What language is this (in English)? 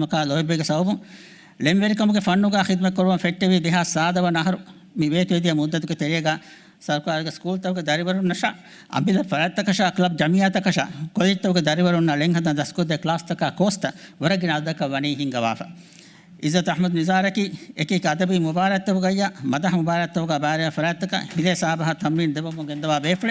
Divehi